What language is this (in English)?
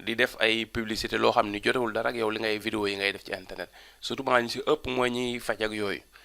Wolof